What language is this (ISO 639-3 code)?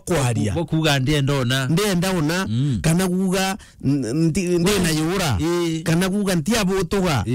mer